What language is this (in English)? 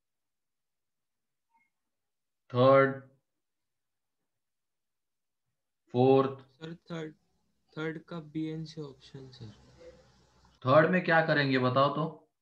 Hindi